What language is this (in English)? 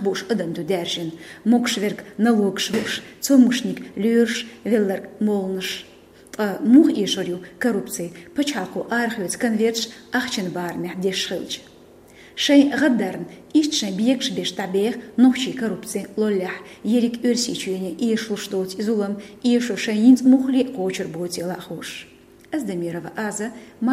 Chechen